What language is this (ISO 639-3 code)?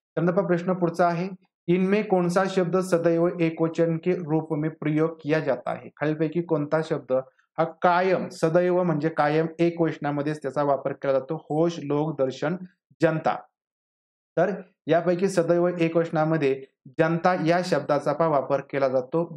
mar